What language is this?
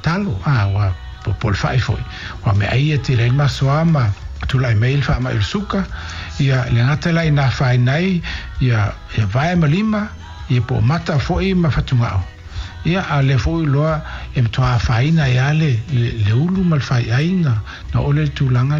Samoan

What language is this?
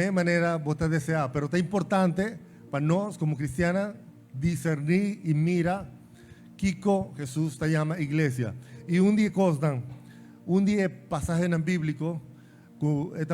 Papiamento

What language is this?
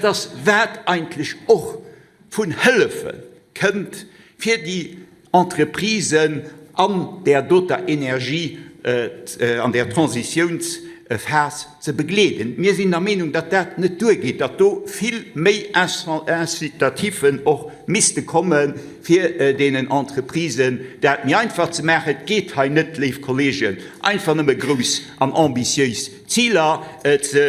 Luxembourgish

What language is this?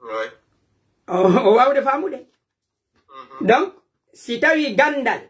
Pular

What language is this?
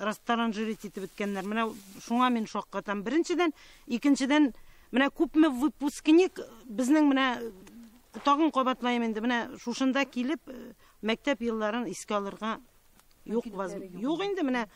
Tatar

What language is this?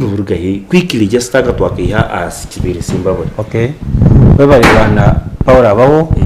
Nyankole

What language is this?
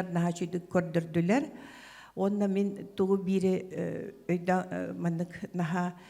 Yakut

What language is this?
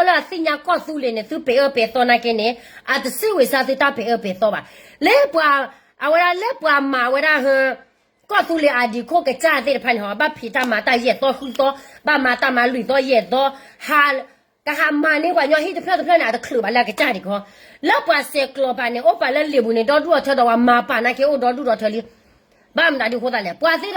S'gaw Karen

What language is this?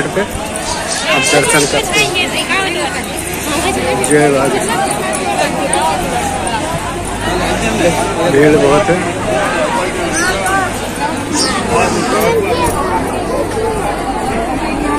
Hindi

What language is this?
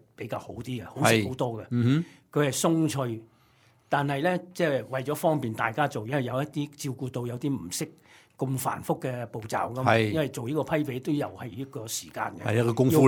Cantonese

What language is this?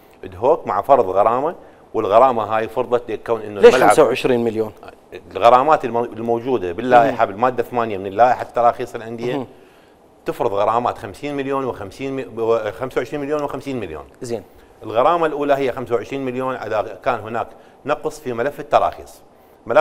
Mesopotamian Arabic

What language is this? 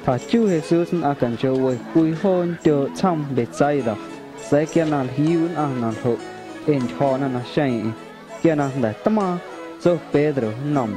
Guerrero Amuzgo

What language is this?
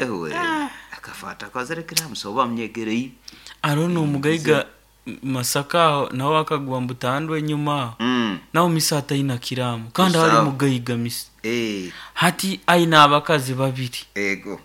Nyoro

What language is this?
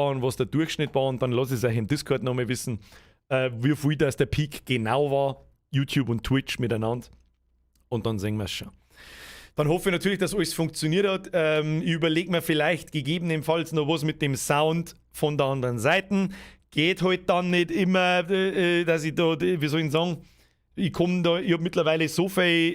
Bavarian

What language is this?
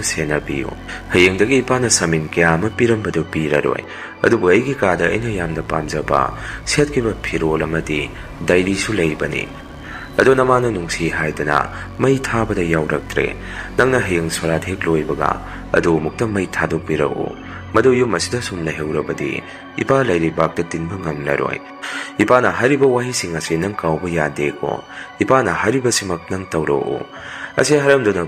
Manipuri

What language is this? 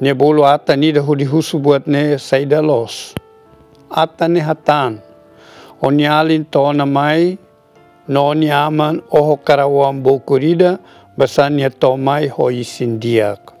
Tetum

